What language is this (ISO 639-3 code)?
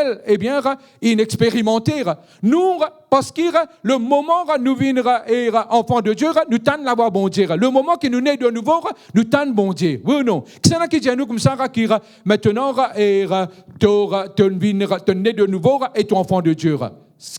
mfe